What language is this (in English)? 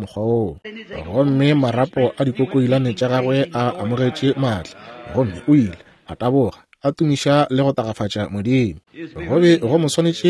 Northern Sotho